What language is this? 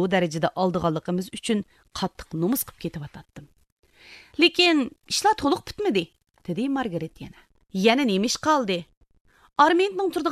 Uyghur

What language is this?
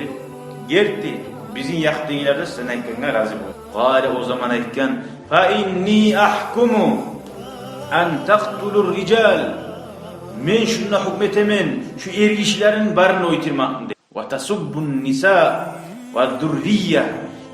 Kumyk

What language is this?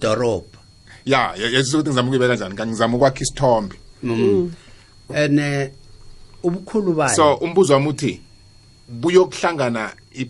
South Ndebele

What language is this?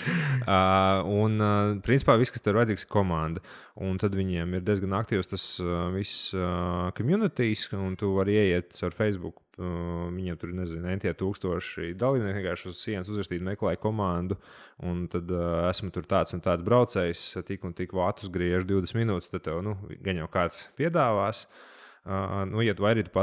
Latvian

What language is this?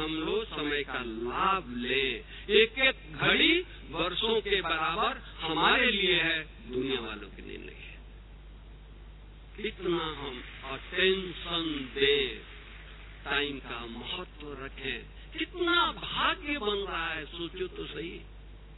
Hindi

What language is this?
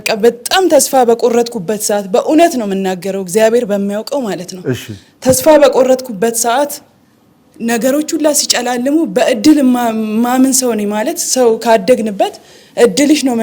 Amharic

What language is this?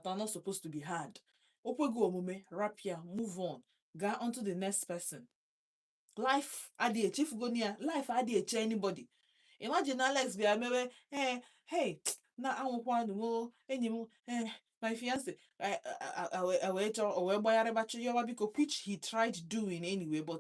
Igbo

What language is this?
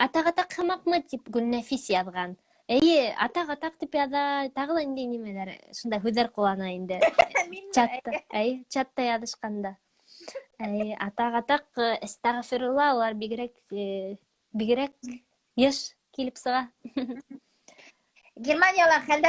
Bashkir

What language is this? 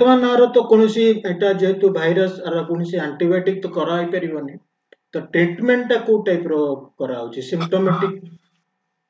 Odia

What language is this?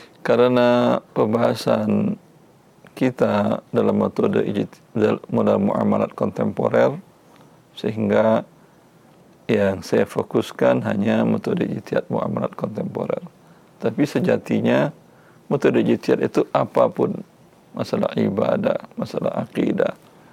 Indonesian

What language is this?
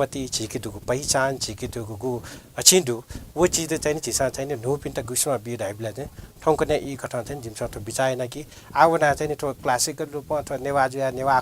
Newari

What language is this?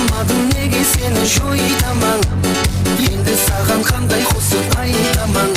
Kara-Kalpak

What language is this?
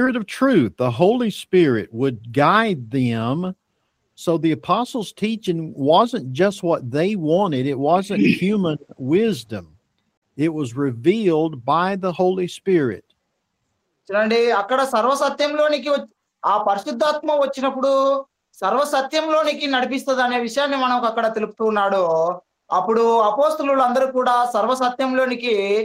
Telugu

